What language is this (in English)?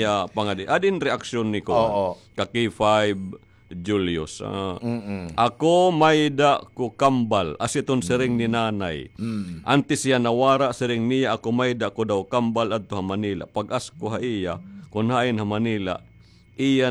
Waray